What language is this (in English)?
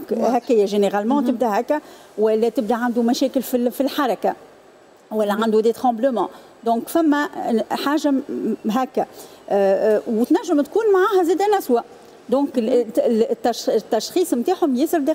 Tunisian Arabic